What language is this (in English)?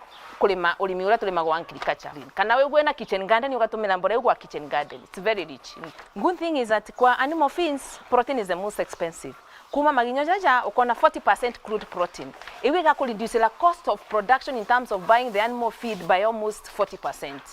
Meru